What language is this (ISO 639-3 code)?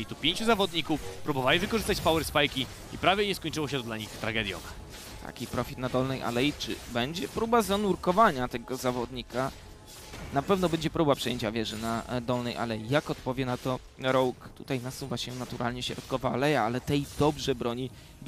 pol